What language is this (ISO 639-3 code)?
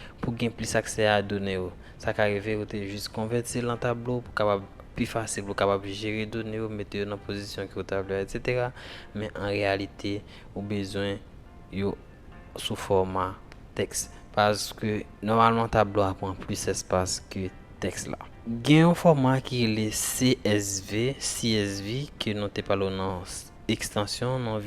hat